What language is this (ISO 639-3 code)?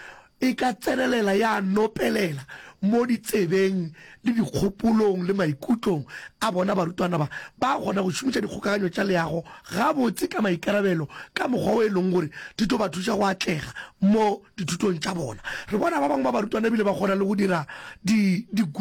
nso